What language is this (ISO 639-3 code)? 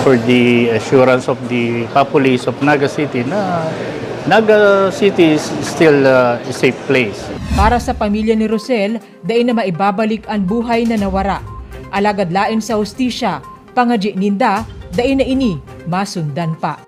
bik